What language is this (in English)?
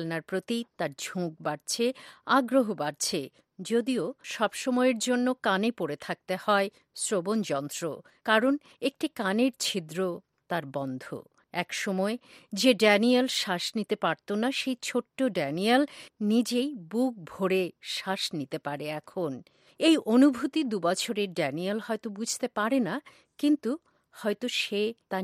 Bangla